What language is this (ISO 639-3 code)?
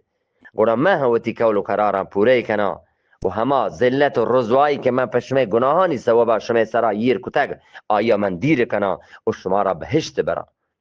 bgp